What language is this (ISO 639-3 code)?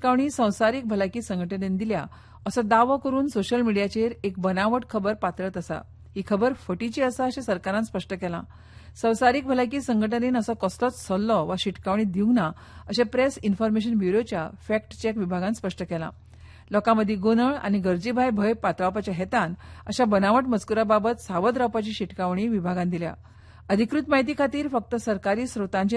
kok